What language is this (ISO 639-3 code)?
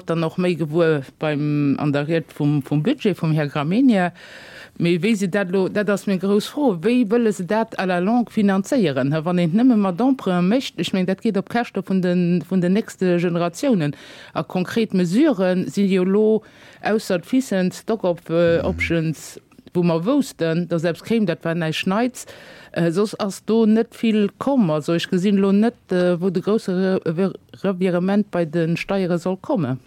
ltz